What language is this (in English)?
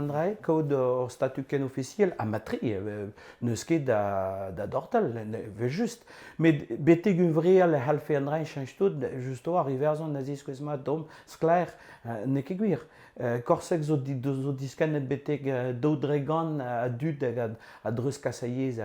Breton